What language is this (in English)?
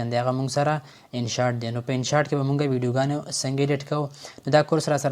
Pashto